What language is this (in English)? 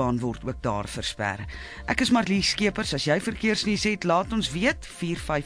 Afrikaans